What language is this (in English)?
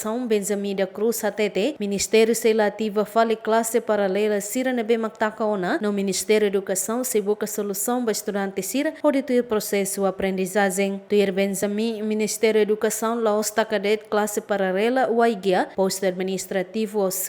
Tetum